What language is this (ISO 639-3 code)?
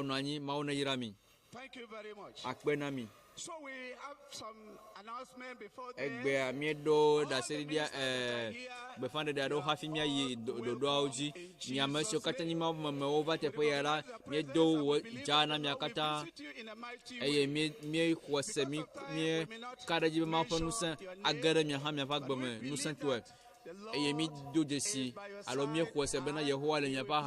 ewe